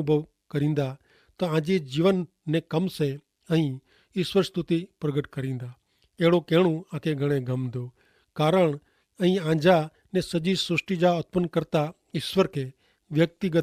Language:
Kachhi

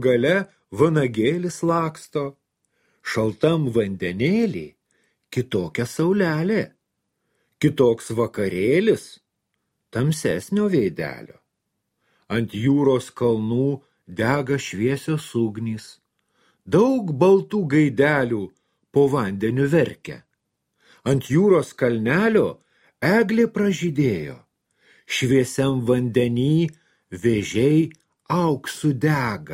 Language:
Lithuanian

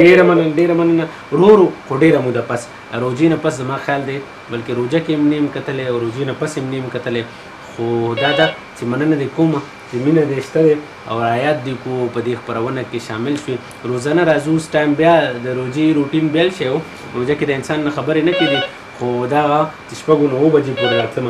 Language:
Pashto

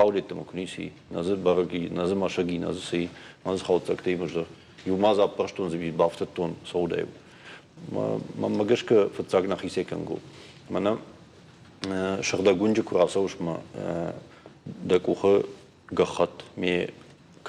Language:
Ossetic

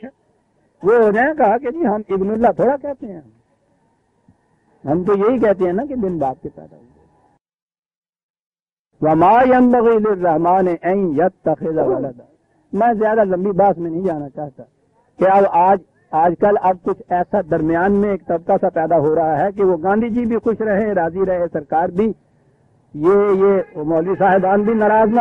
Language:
Urdu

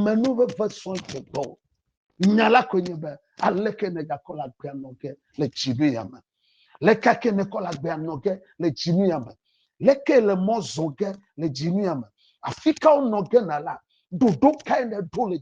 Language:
Ewe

